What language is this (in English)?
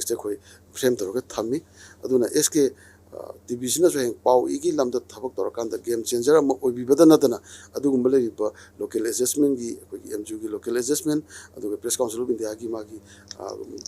Manipuri